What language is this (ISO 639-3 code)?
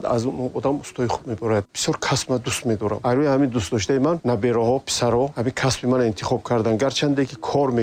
tgk